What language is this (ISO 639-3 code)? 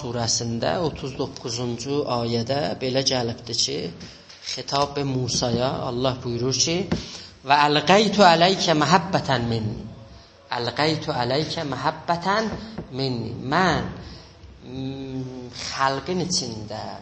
azb